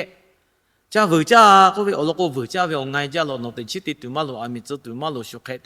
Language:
Lahu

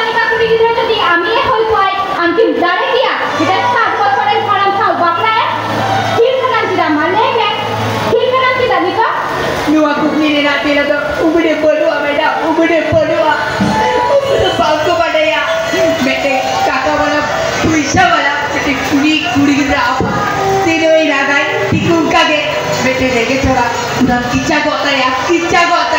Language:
Santali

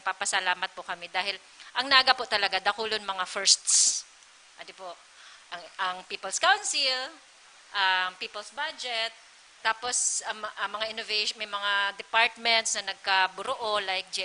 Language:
Bikol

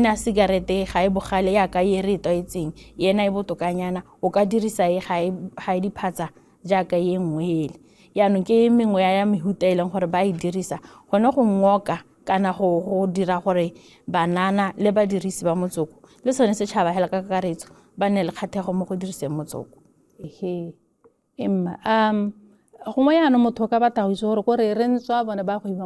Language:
Tswana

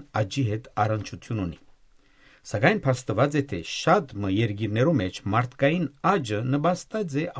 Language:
Western Armenian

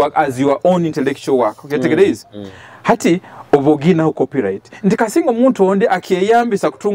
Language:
Nyoro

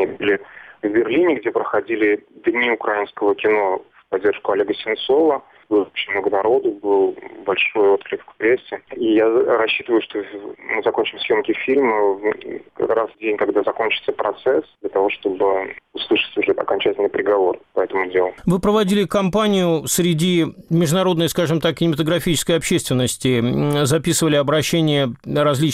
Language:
Russian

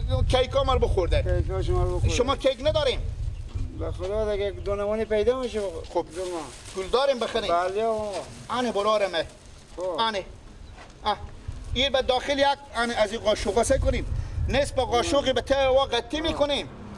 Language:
Persian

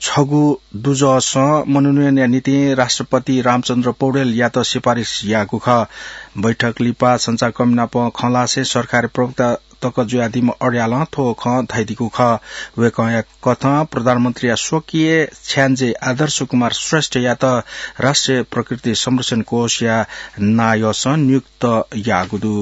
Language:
Newari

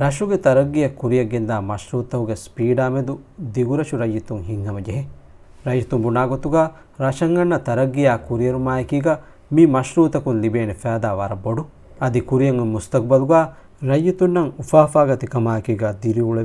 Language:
Divehi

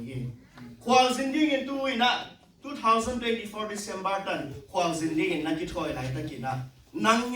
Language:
Tedim Chin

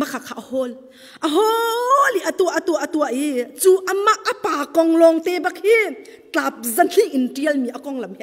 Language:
Hakha Chin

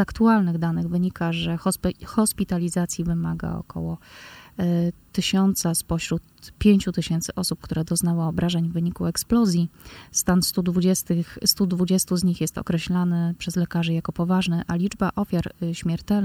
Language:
Polish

